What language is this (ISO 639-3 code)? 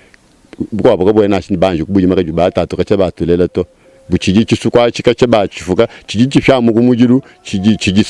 lua